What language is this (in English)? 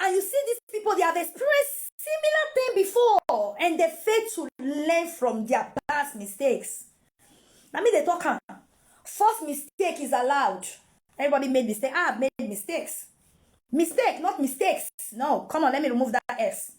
Nigerian Pidgin